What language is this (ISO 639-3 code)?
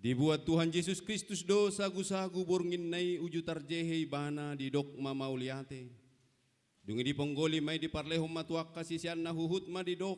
bbc